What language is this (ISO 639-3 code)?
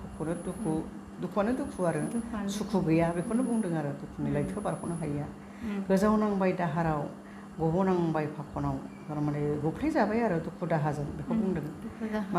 brx